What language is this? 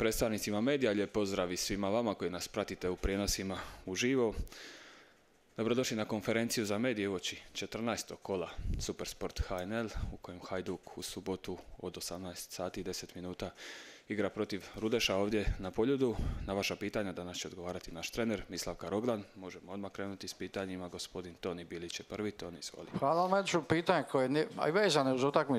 Croatian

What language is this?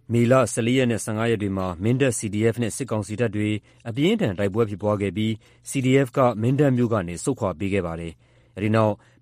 Burmese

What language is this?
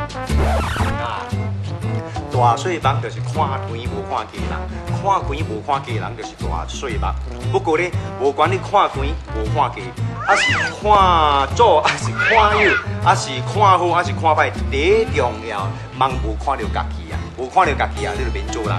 Min Nan Chinese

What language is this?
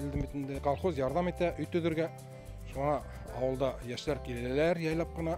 Bashkir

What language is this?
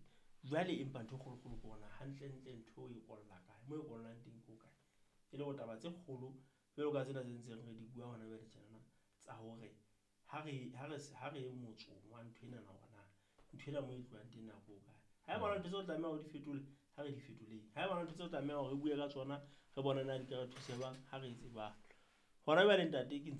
Southern Sotho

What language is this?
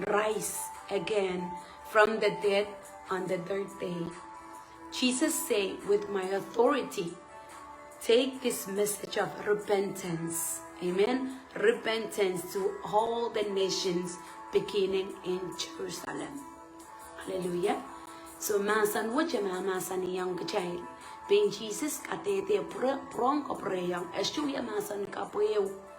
Pohnpeian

